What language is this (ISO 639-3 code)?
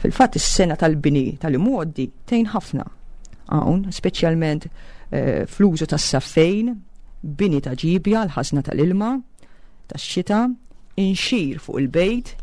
mlt